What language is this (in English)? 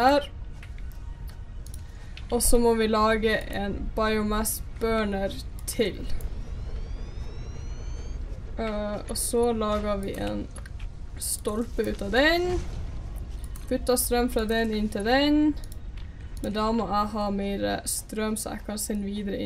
Norwegian